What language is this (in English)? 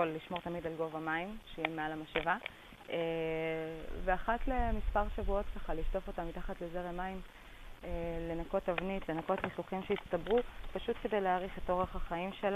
Hebrew